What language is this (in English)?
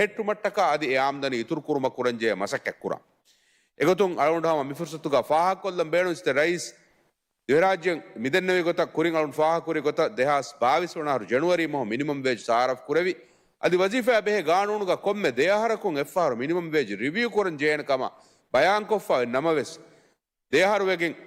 Divehi